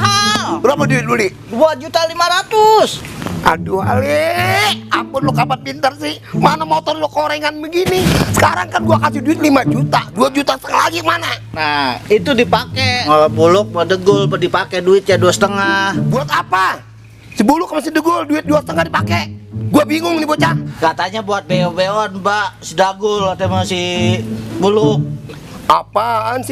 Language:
Betawi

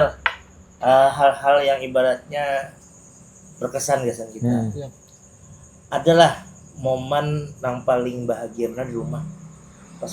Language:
Banjar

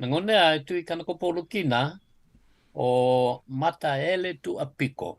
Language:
Fijian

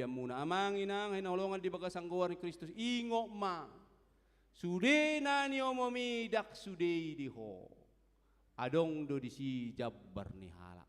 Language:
Batak Toba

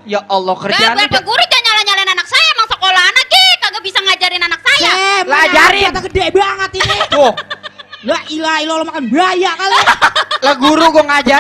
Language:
Betawi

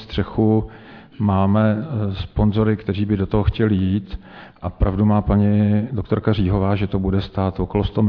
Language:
Czech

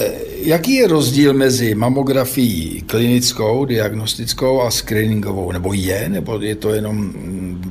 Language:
Czech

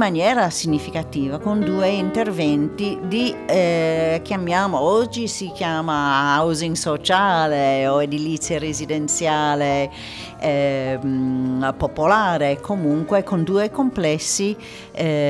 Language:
Italian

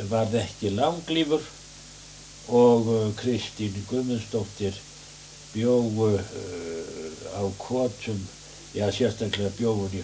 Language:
Icelandic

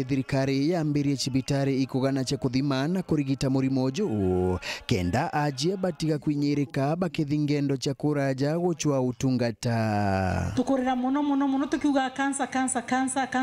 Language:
Meru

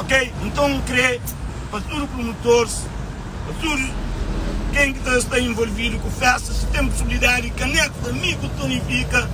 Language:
Kabuverdianu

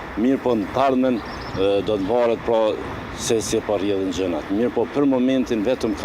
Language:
Albanian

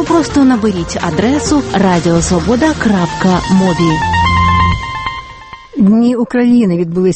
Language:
Ukrainian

